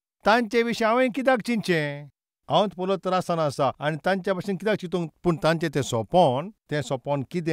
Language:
Konkani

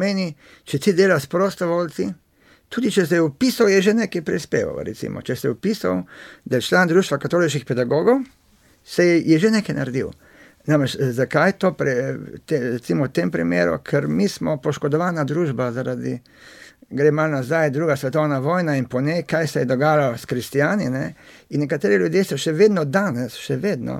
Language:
Slovenian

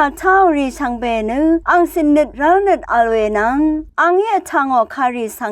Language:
Rawang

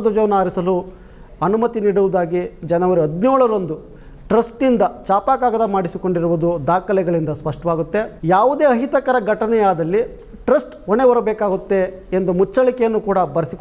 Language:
Kannada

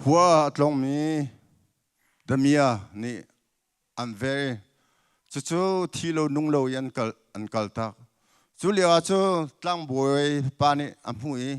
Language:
Hakha Chin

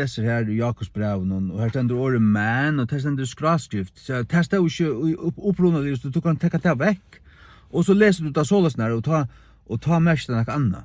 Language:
Faroese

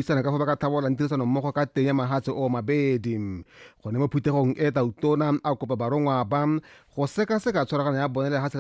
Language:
Tswana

